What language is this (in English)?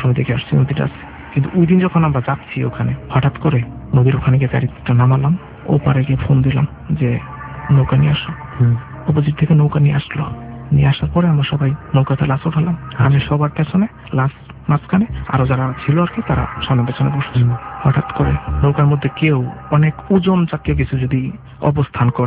Bangla